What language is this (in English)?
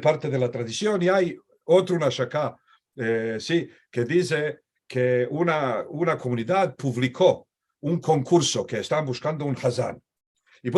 Ladino